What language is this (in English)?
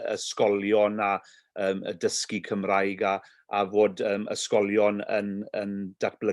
Welsh